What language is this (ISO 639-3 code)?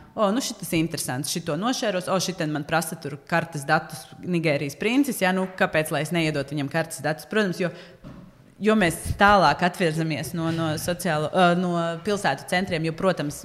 lav